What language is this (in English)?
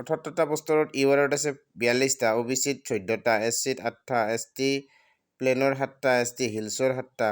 Assamese